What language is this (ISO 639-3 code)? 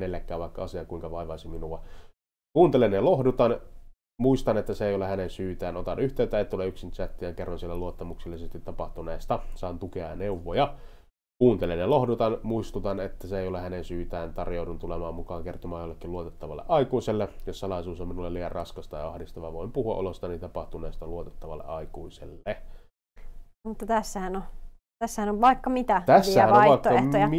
fin